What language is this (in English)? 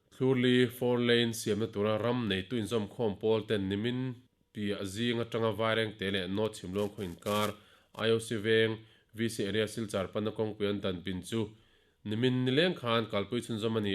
Mizo